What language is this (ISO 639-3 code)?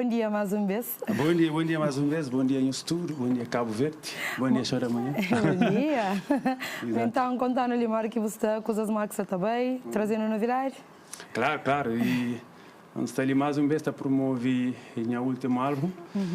kea